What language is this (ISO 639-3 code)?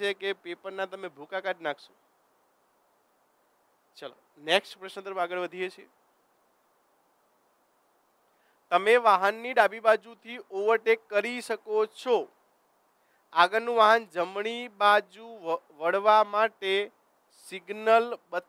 guj